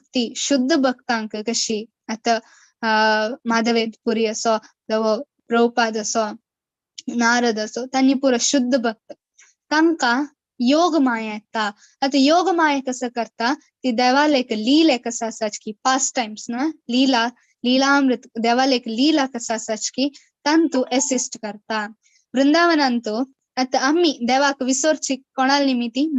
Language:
Konkani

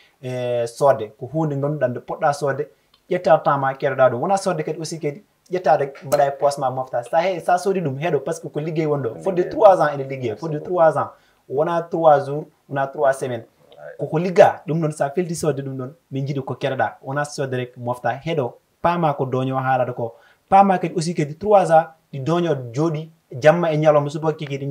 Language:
Fula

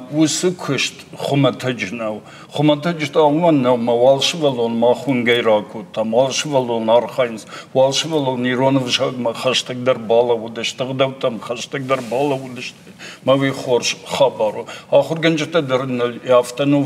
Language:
Ossetic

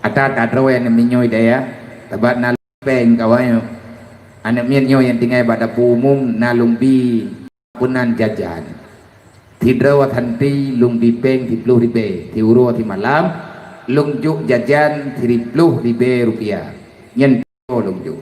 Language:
Achinese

